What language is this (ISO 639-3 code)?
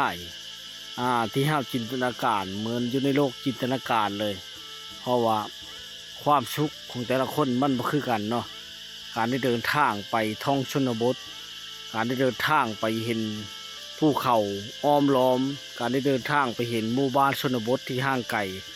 lao